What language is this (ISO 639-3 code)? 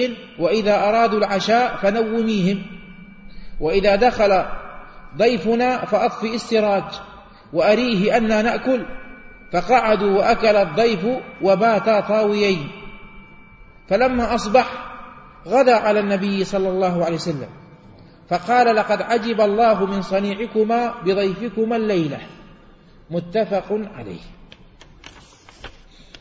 ara